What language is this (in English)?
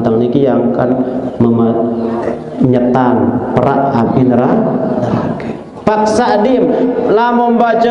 Sasak